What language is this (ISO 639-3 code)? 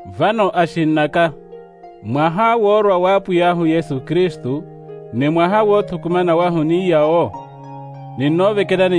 vmw